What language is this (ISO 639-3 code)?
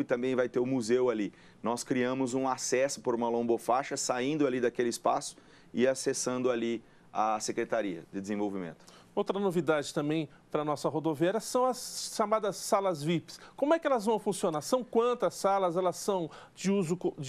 por